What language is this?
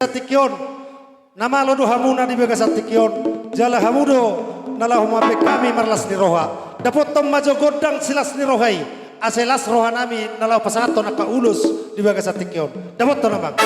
Batak Toba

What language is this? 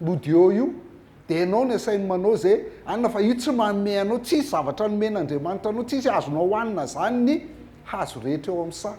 Malagasy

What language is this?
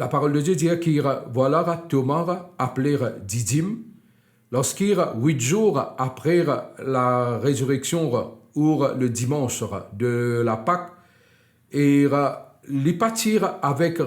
Morisyen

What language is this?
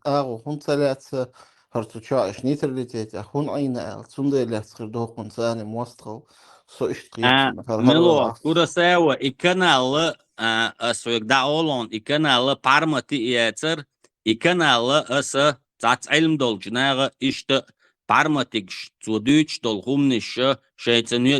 Chechen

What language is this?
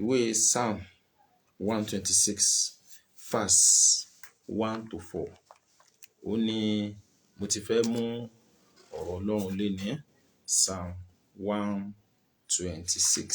Yoruba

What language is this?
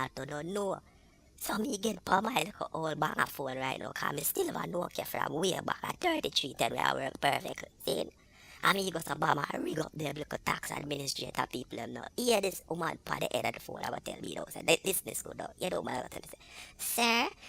Jamaican Creole English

